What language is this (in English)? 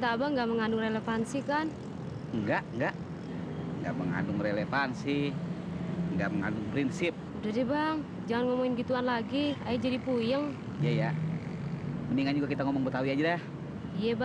Betawi